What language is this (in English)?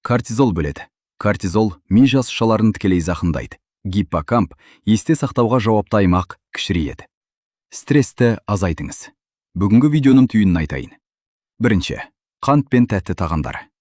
Kazakh